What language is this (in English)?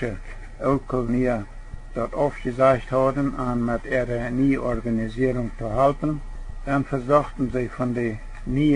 Plautdietsch